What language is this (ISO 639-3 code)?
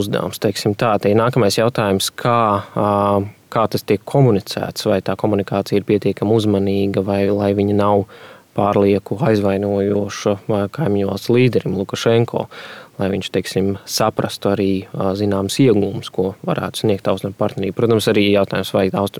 lav